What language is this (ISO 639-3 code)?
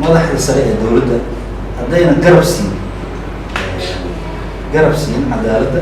som